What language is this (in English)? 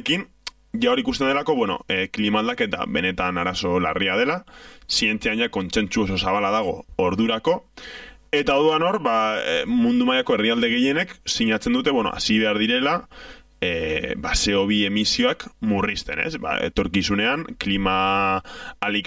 Basque